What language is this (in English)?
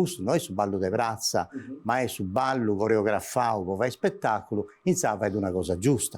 Sardinian